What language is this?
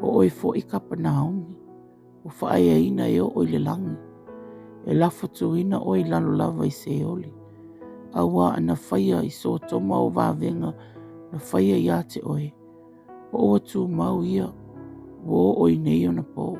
Samoan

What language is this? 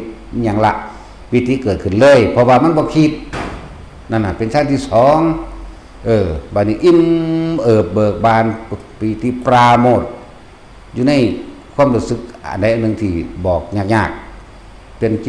Northeastern Thai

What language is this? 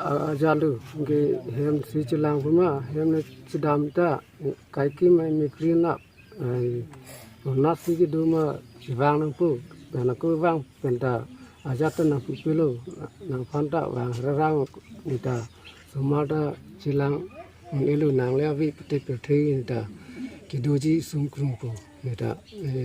Karbi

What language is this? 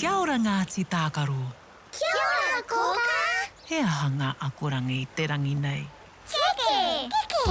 Māori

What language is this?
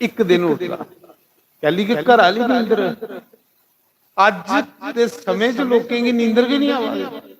Dogri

